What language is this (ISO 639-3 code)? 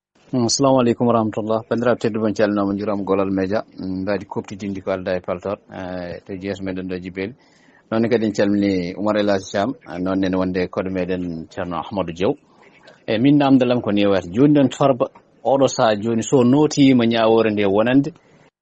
ful